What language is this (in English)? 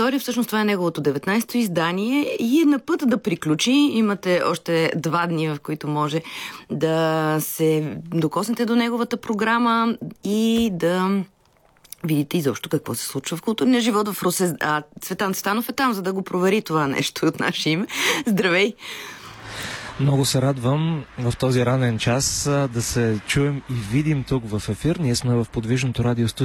Bulgarian